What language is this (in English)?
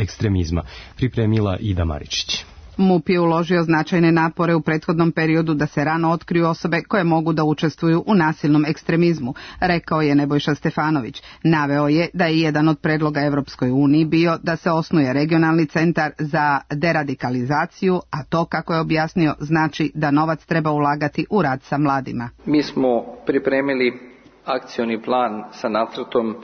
Serbian